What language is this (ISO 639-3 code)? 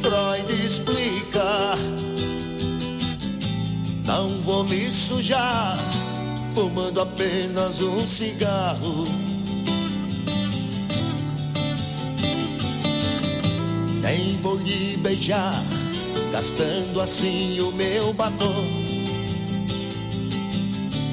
por